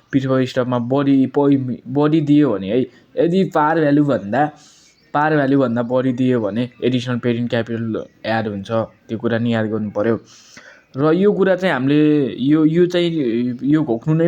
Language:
Nepali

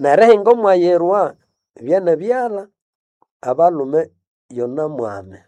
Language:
Nande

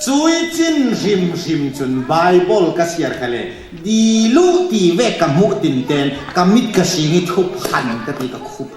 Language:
Falam Chin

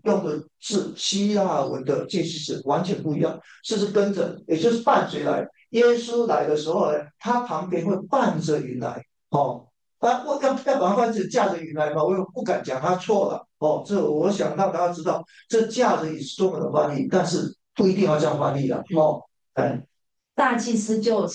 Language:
Chinese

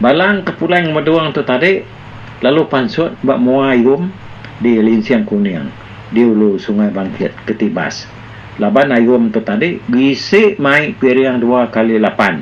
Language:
Iban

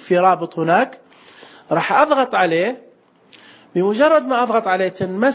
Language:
Najdi Arabic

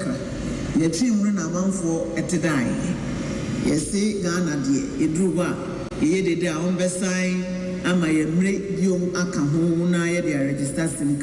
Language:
Akan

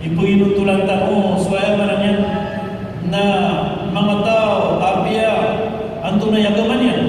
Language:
Maranao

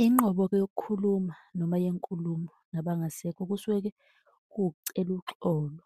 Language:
Zulu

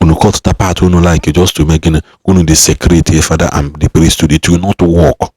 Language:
Igbo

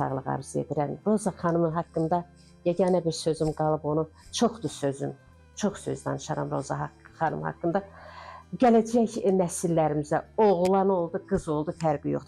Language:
Azerbaijani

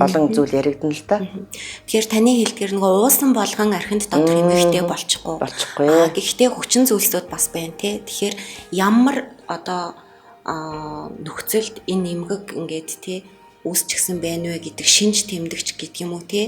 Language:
Mongolian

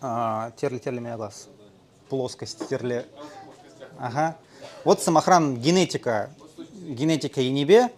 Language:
Chuvash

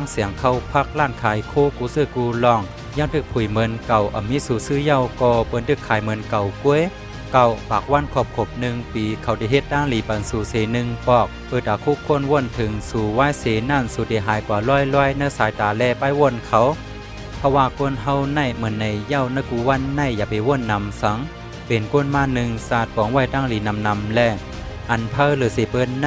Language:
Shan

